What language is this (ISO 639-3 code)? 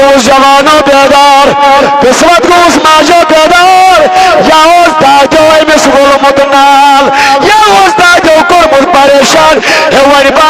kas